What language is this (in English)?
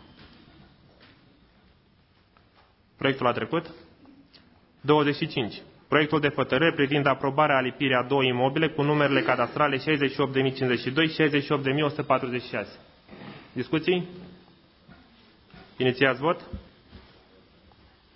Romanian